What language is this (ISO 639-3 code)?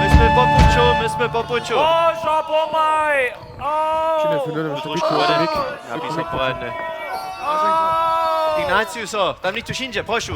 hsb